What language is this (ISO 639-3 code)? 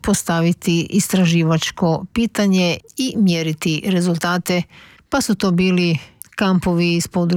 hrv